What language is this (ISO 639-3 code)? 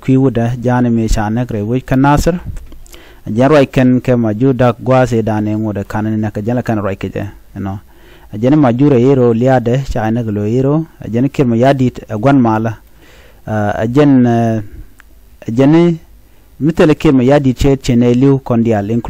nus